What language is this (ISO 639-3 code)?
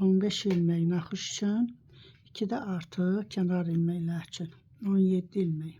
aze